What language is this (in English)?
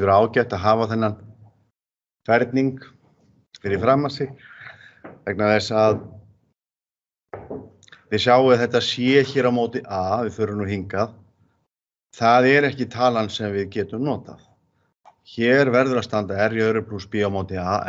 Icelandic